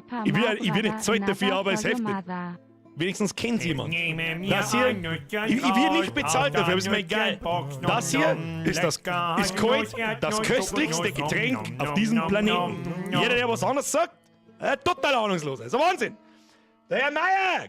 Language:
Bavarian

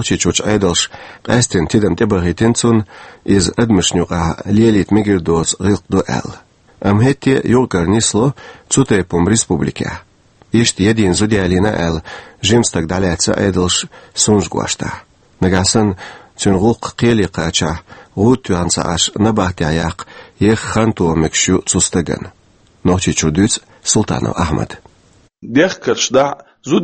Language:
Chechen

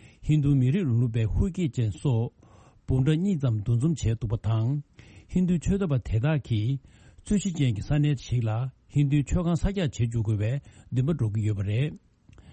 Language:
Tibetan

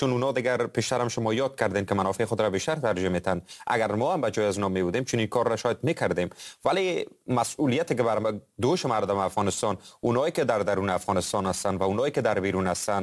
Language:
Persian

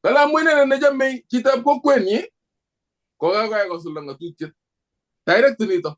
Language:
Kalenjin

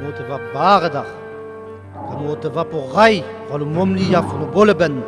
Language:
Sinte Romani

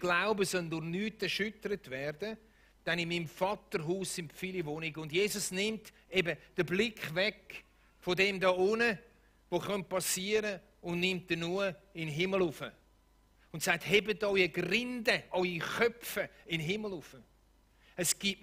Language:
Swiss German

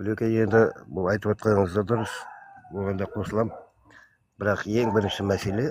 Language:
Kazakh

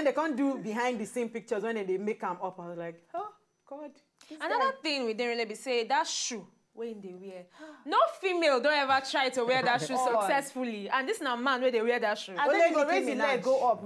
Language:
Nigerian Pidgin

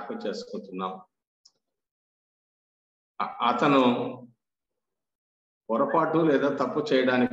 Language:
Telugu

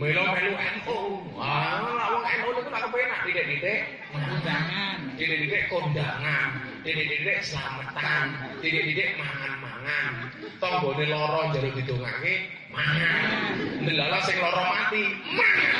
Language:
Javanese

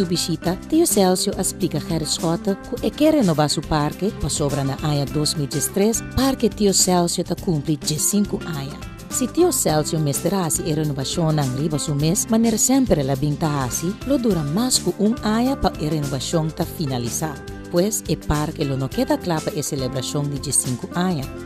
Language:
Papiamento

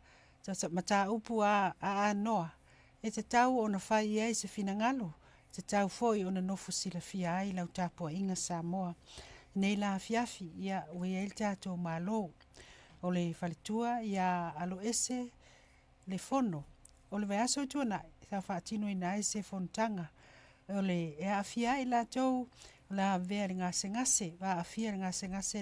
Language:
Samoan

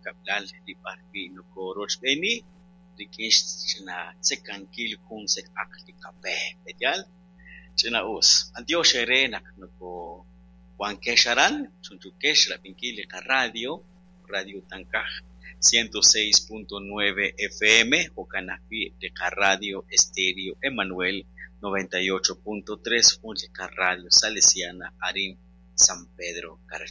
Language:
Kekchí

